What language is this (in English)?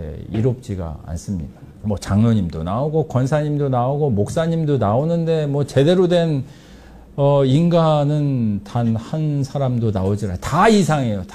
Korean